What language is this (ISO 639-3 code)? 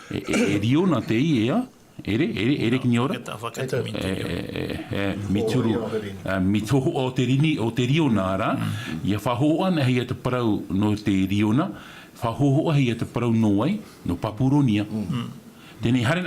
tah